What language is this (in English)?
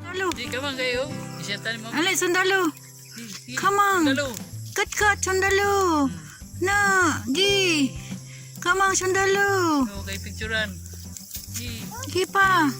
Cebuano